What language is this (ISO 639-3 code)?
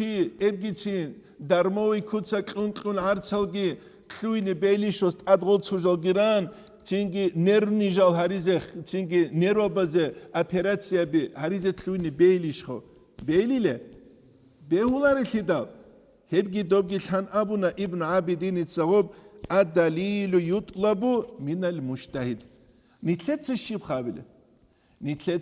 ava